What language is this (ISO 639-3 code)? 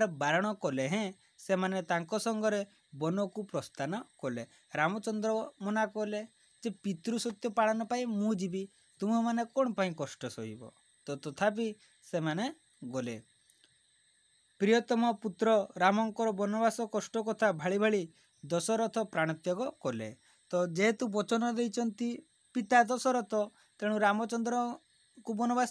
ori